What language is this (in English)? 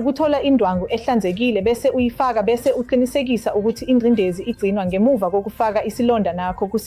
Zulu